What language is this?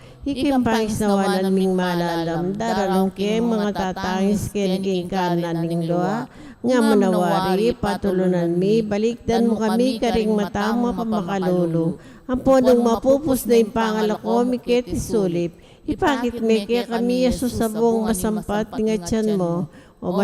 Pampanga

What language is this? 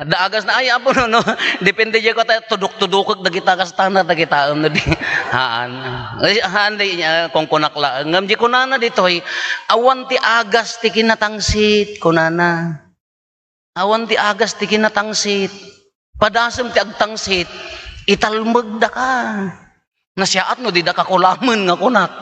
Iloko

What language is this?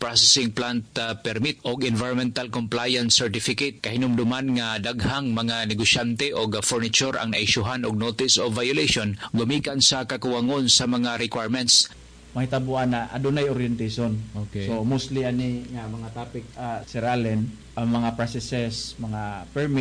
Cebuano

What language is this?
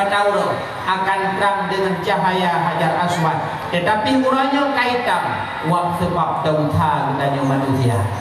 Achinese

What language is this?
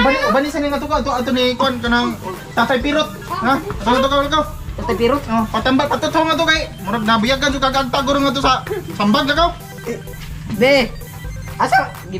Cebuano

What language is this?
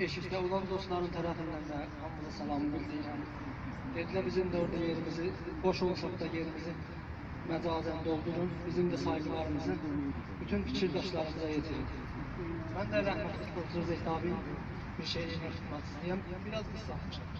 South Azerbaijani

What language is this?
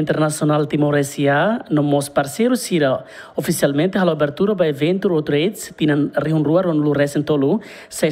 Tetum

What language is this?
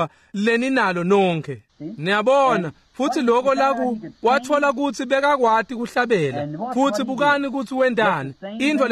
Swati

